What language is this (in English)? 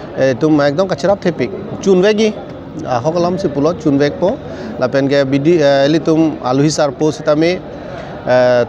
Karbi